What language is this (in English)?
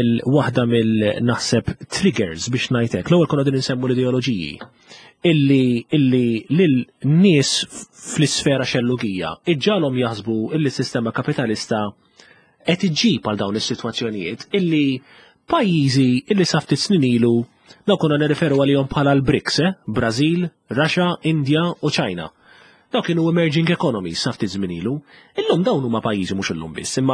Maltese